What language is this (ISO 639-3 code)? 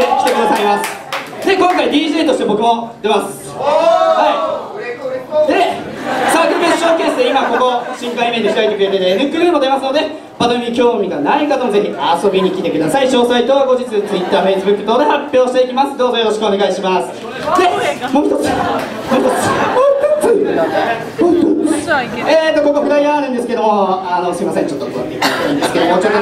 jpn